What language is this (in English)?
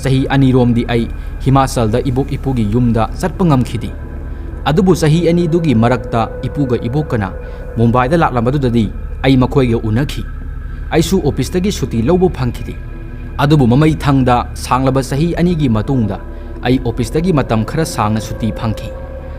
Manipuri